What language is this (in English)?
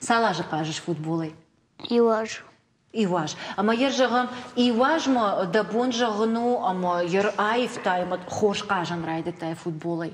Ossetic